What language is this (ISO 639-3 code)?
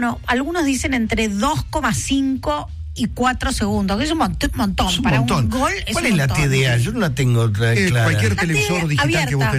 spa